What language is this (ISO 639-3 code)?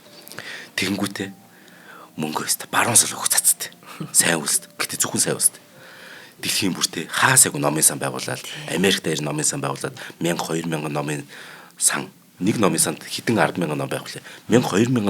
mon